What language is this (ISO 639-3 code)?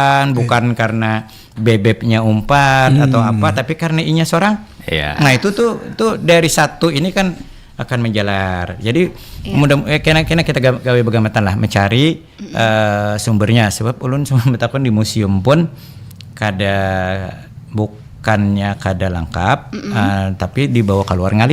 bjn